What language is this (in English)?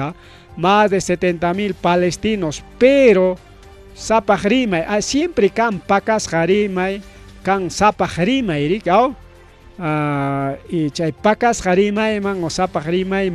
Ayacucho Quechua